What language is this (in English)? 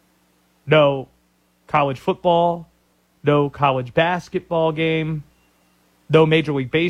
English